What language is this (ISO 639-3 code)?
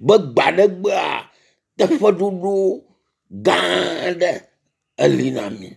ewe